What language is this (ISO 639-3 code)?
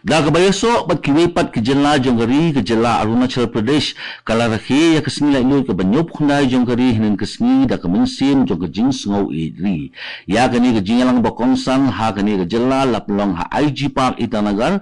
kha